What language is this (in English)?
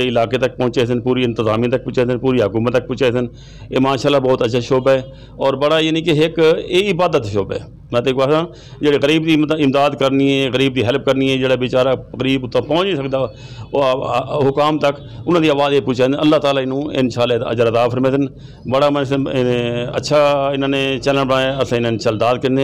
Saraiki